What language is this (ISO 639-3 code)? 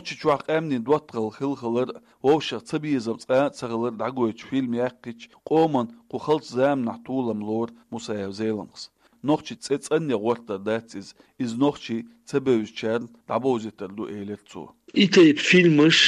che